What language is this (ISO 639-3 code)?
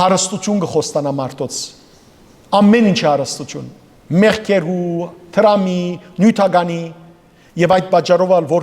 hyw